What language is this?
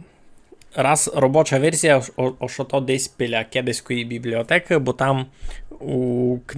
Rusyn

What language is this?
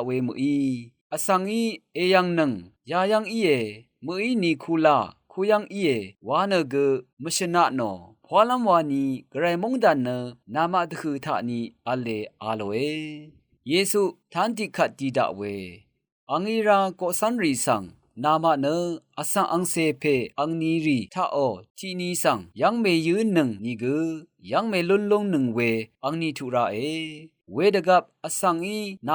Rawang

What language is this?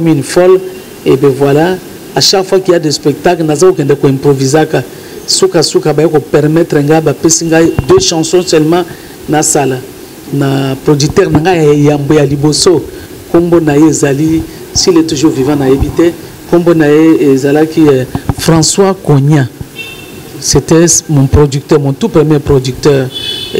Lingala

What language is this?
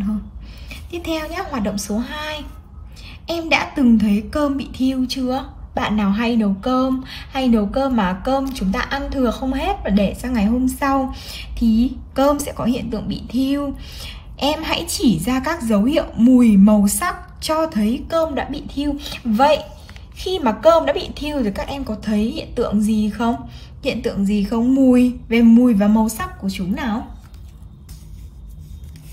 Vietnamese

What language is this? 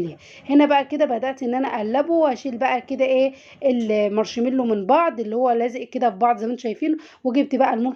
Egyptian Arabic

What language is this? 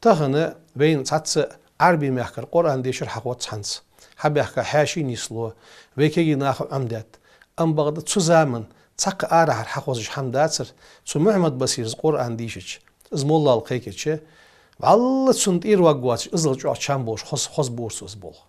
Ingush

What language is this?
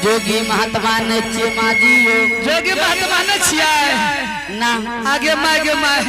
Angika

